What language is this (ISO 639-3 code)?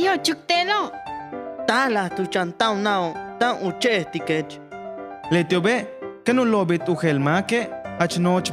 yua